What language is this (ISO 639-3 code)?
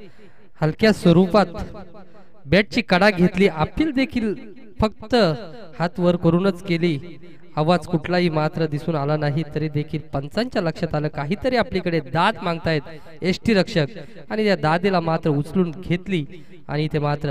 mar